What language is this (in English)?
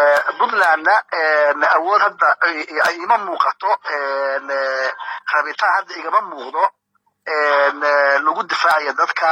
Somali